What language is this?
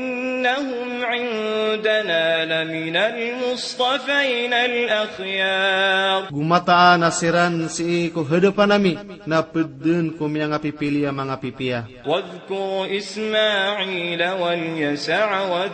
Maranao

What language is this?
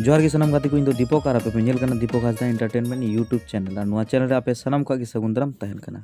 Santali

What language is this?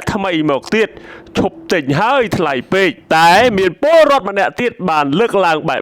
Khmer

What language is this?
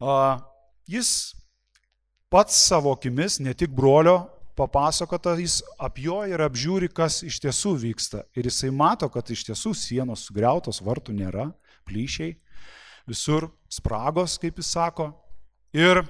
Lithuanian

